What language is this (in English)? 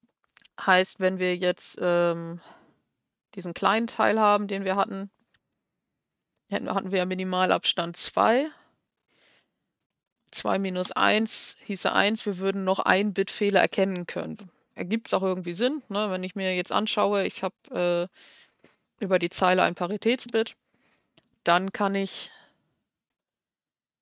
German